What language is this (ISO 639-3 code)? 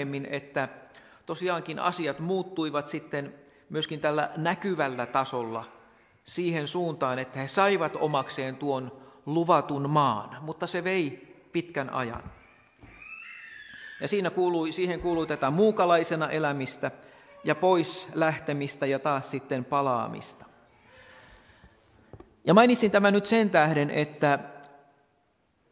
fin